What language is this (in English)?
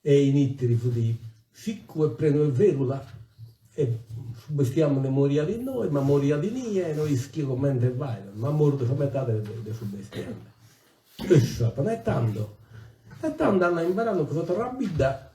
Sardinian